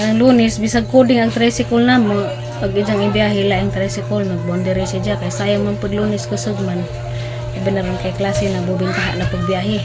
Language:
Cebuano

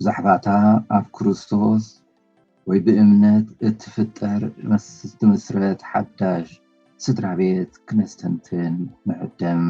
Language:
Tigrinya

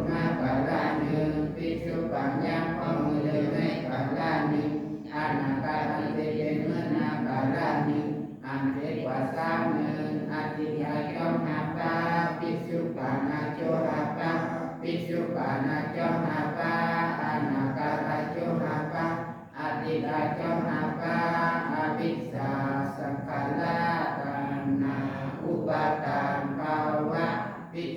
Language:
Shan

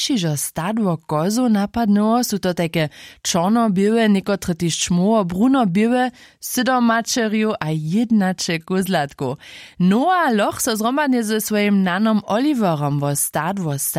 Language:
Upper Sorbian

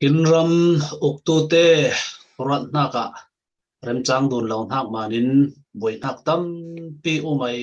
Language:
Falam Chin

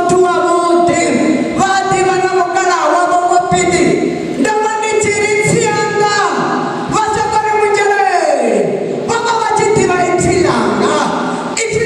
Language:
Venda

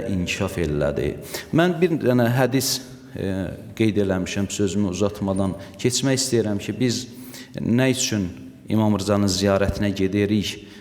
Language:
Azerbaijani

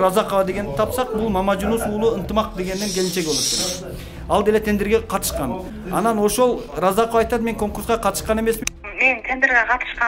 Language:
Kyrgyz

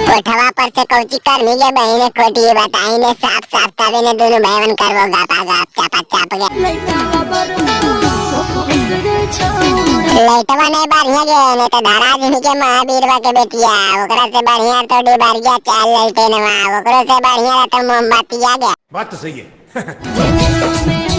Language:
Magahi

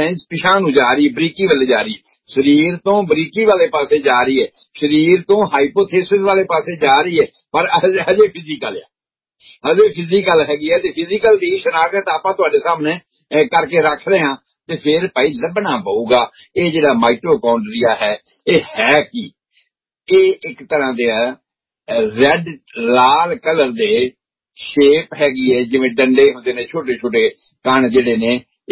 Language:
Punjabi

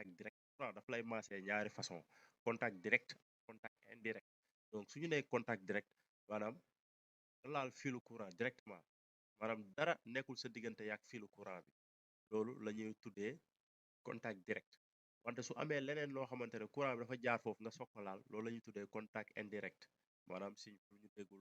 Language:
Wolof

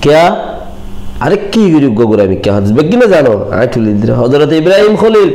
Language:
Rohingya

